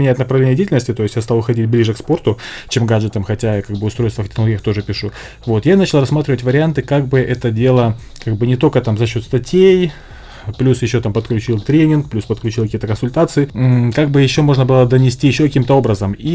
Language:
Russian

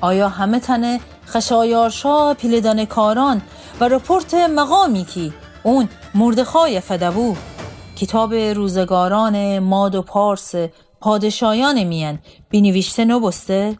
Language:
Gilaki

